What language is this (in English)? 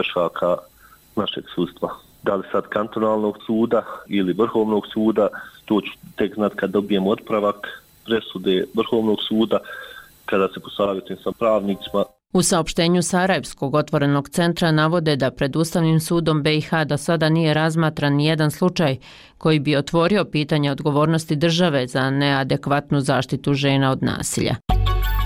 Bosnian